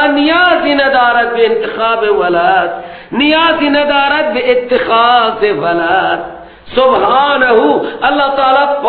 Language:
Persian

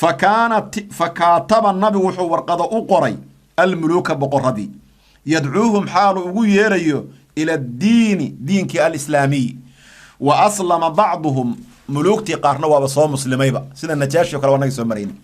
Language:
Somali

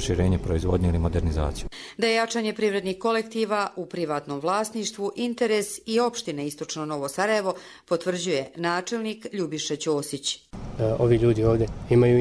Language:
Croatian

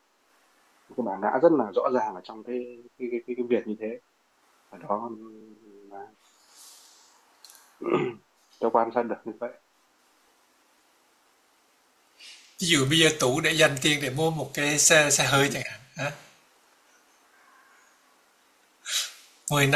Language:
Vietnamese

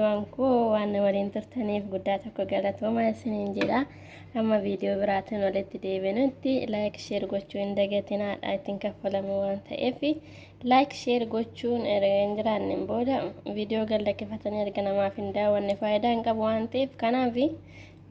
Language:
Oromo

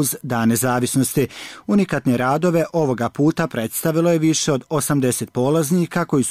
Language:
Bosnian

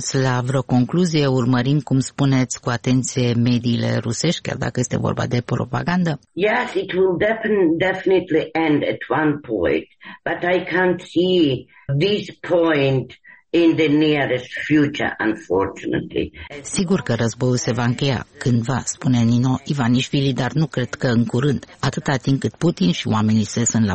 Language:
Romanian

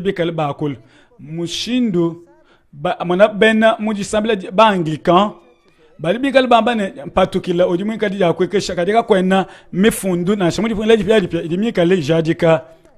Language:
Luba-Lulua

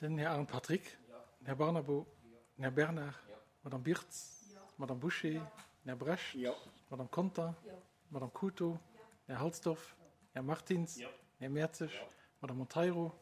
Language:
Luxembourgish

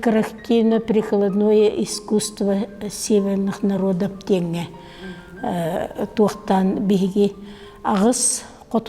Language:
Yakut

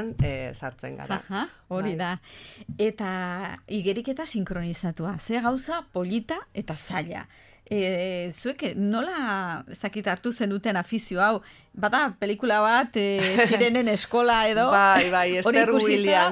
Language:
Basque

